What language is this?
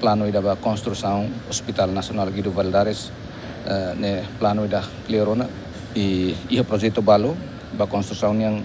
Tetum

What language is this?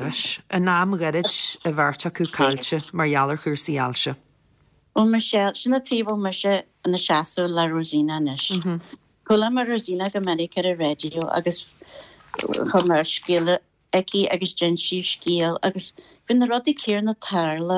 Irish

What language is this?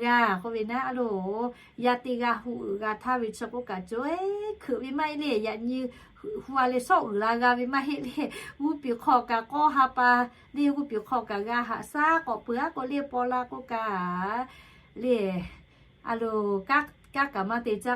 Lahu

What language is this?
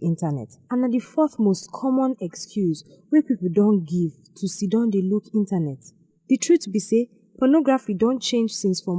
Nigerian Pidgin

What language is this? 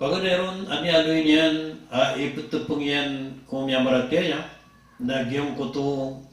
Maranao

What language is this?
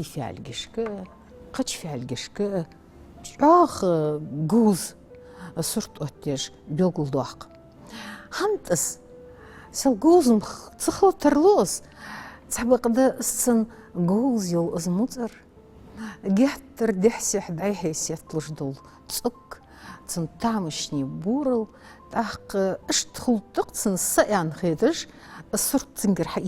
Ingush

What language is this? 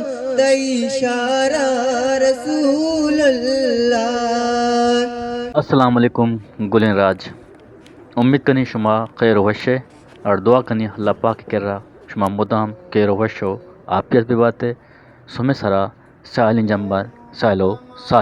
Eastern Balochi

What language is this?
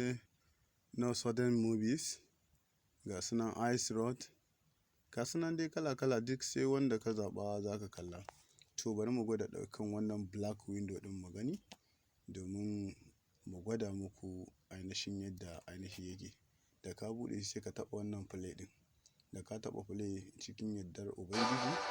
Hausa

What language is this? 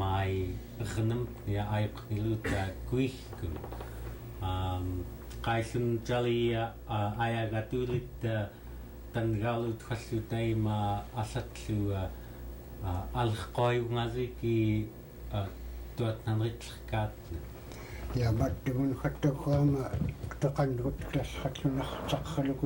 Central Yupik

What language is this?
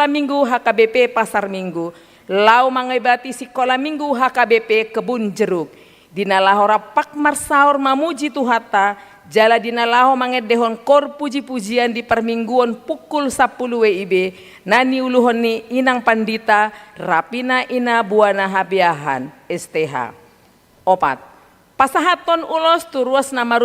Batak Toba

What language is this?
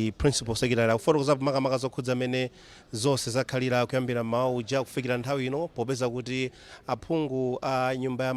Nyanja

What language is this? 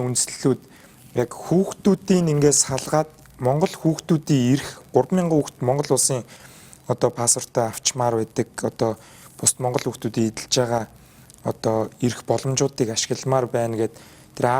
Mongolian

